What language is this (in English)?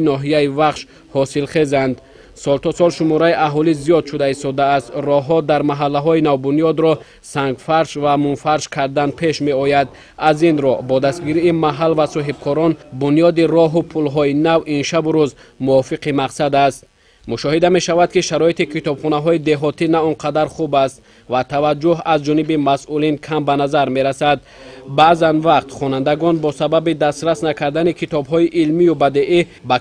Tajik